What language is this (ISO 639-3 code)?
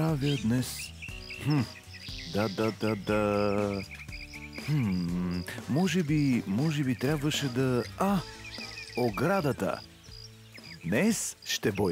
bul